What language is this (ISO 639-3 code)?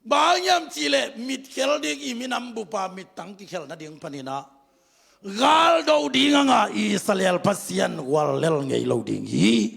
ctd